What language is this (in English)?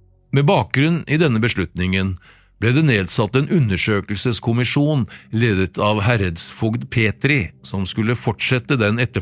Norwegian